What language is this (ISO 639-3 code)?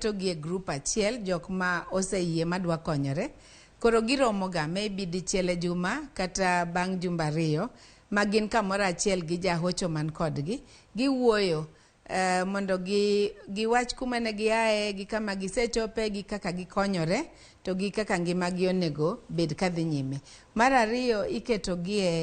luo